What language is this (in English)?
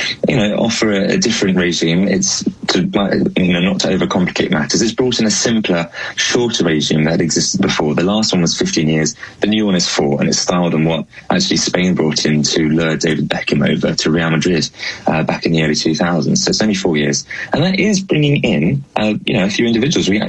English